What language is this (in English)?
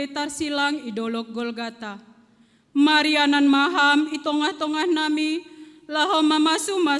Batak Simalungun